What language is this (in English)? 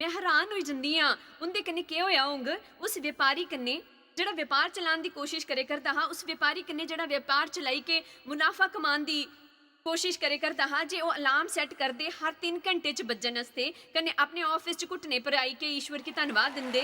Dogri